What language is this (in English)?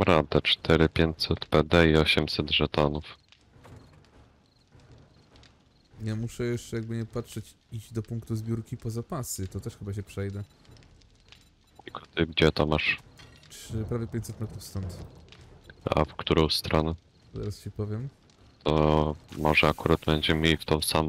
Polish